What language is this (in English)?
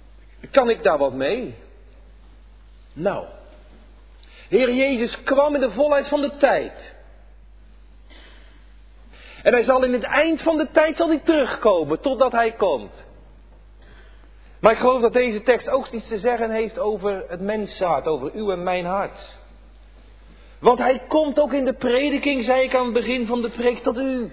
Dutch